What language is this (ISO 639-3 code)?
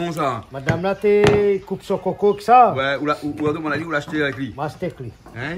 rcf